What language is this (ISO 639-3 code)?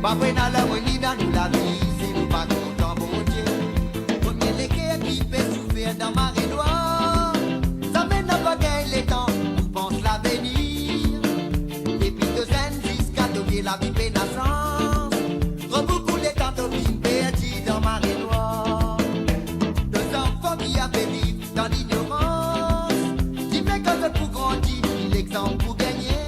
mfe